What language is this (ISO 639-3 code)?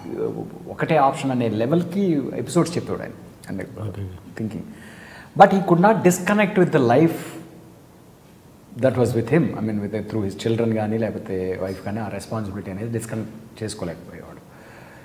tel